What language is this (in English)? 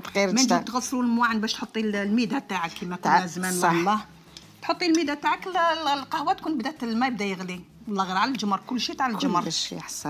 Algerian Arabic